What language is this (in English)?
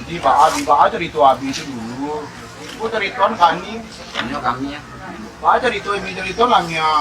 Minangkabau